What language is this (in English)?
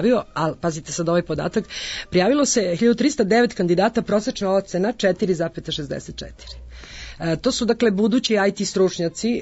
Serbian